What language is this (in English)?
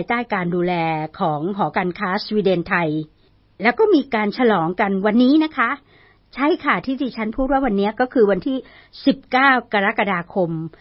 Thai